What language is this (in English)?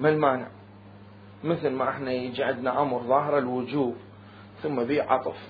Mesopotamian Arabic